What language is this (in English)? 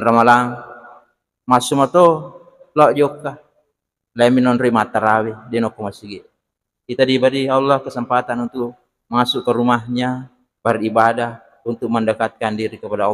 Buginese